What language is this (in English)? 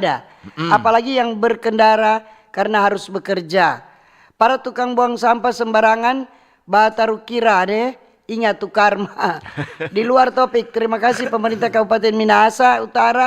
Manado Malay